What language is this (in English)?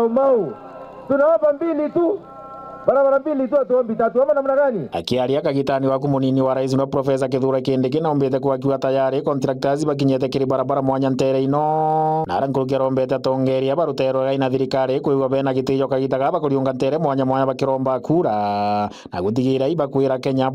Meru